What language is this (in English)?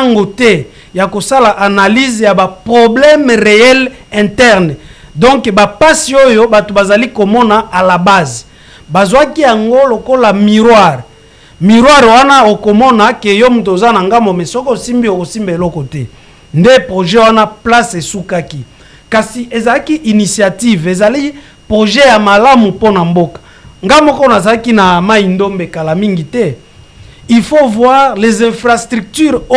Lingala